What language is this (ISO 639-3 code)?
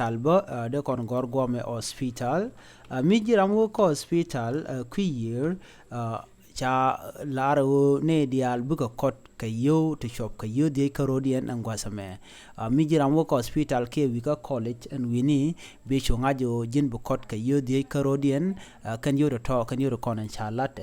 nus